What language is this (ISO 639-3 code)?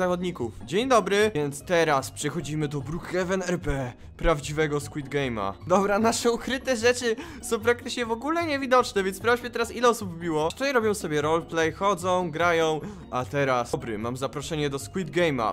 pol